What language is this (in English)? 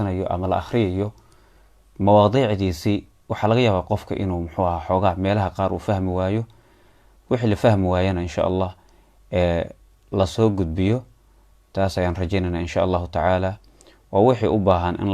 Somali